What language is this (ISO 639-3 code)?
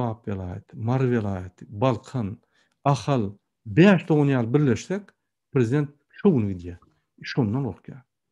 tuk